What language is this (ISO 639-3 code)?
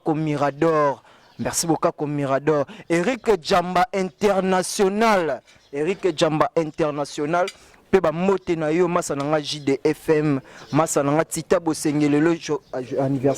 lin